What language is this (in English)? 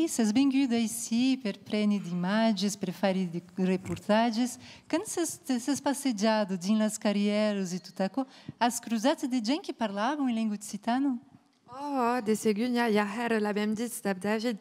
Occitan